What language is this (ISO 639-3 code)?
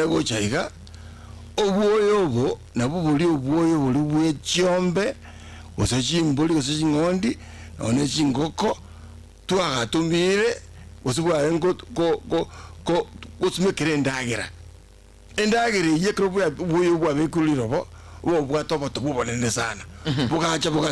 guz